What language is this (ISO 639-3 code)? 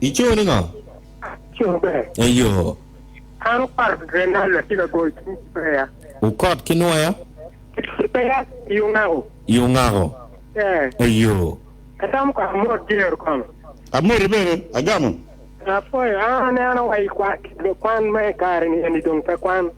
ach